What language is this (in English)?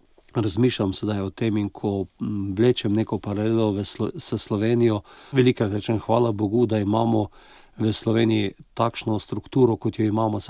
Slovenian